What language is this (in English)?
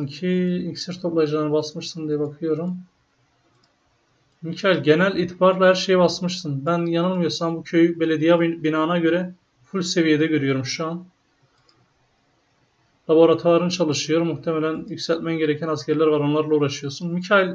Turkish